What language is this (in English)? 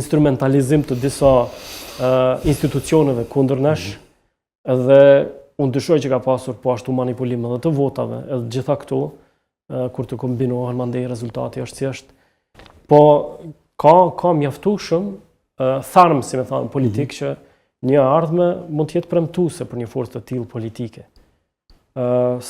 Albanian